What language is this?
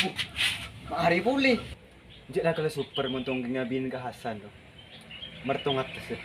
Madurese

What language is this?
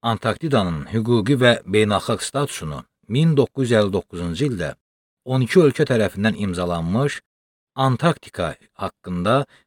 Azerbaijani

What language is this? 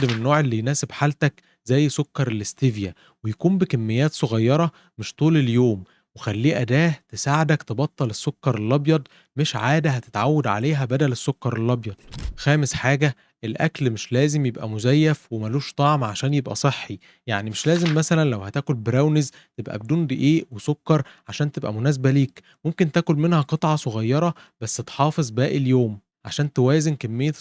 Egyptian Arabic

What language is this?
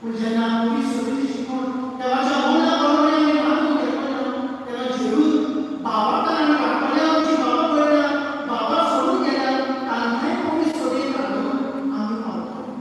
Konkani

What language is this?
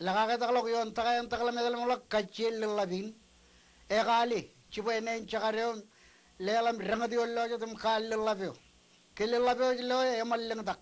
Marshallese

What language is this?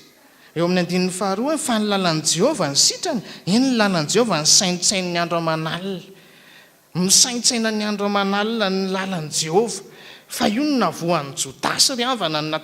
Malagasy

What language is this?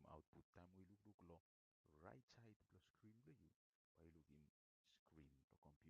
Bislama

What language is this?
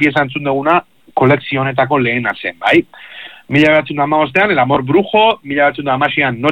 Basque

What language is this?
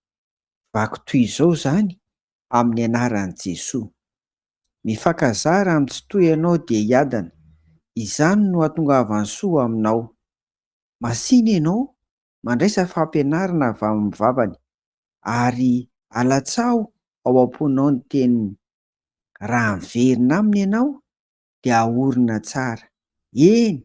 Malagasy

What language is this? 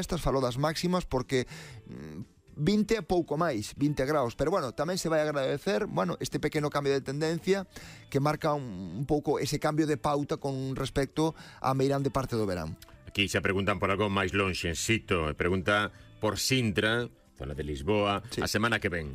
Galician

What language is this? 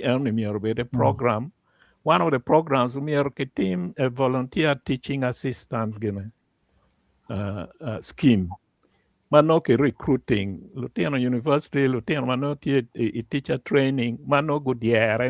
Acoli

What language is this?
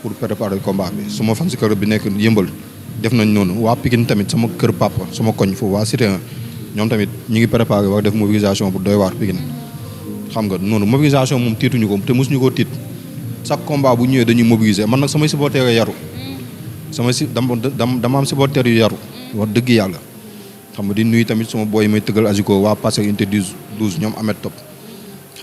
Wolof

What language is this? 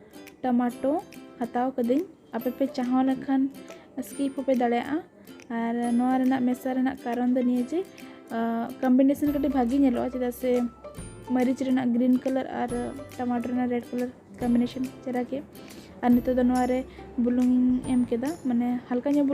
Santali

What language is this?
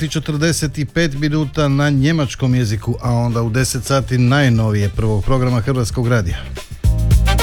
Croatian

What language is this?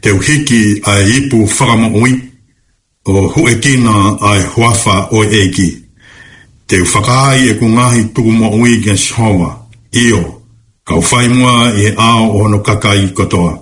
Tongan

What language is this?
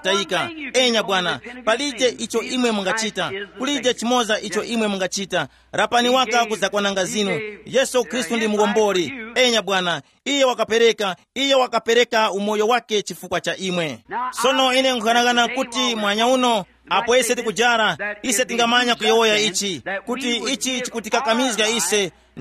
Tumbuka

